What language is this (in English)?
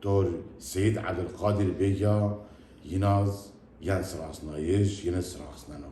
Zaza